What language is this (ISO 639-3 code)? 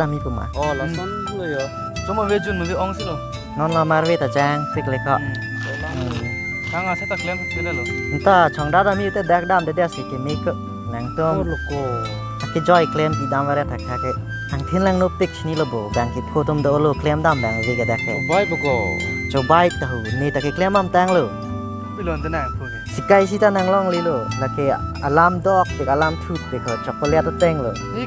mjw